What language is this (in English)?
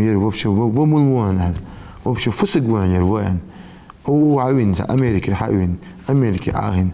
Ingush